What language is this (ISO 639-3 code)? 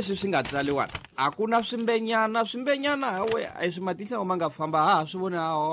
tso